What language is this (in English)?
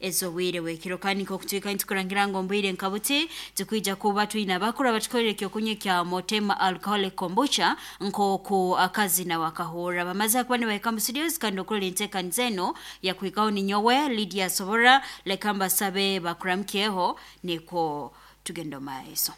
Nyankole